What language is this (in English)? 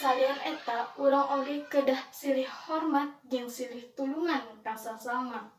Sundanese